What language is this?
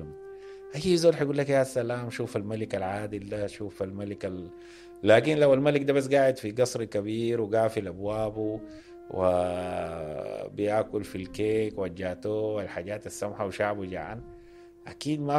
Sudanese Arabic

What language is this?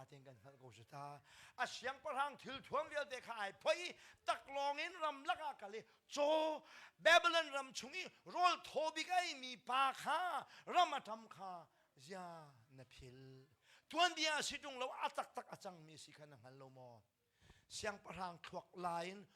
Hakha Chin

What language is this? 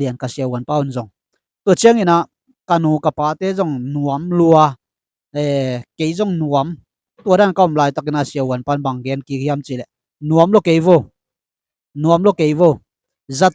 Tedim Chin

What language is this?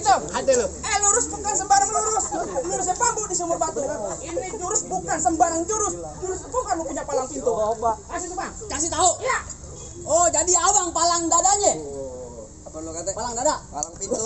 Betawi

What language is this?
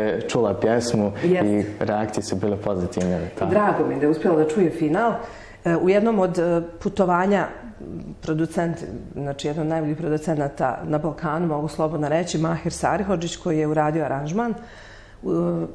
Bosnian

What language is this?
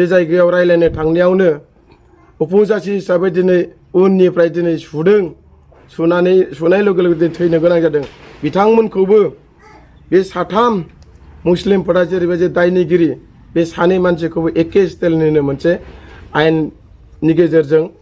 Bodo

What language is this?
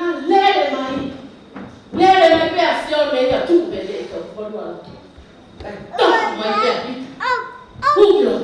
Tongan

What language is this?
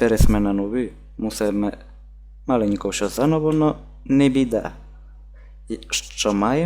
Rusyn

